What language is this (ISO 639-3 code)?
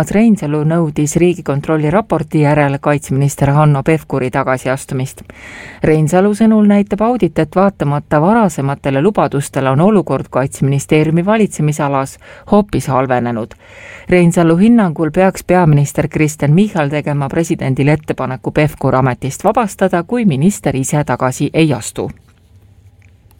est